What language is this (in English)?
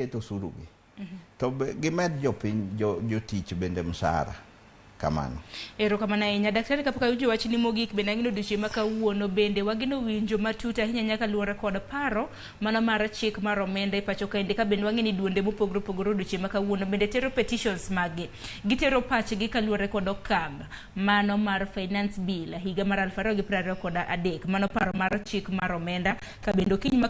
Luo (Kenya and Tanzania)